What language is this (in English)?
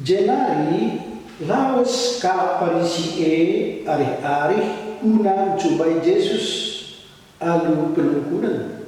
Batak Karo